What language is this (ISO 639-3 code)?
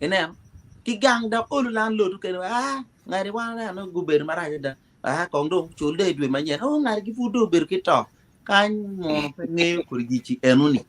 ach